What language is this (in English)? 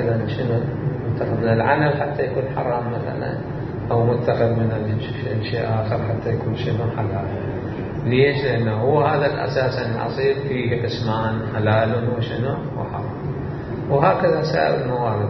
Mesopotamian Arabic